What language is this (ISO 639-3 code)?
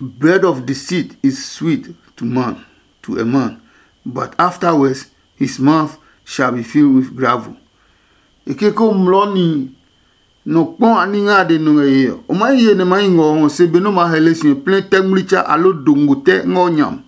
ada